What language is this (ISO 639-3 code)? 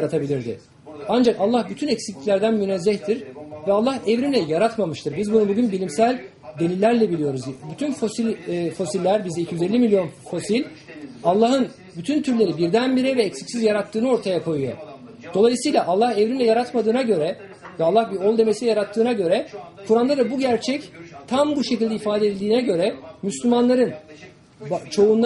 tur